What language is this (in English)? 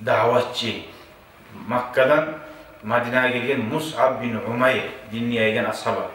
Kumyk